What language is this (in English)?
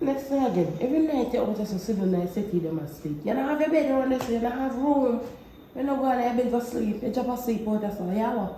Jamaican Creole English